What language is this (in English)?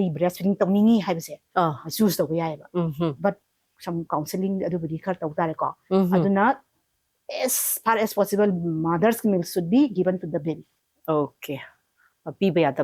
Manipuri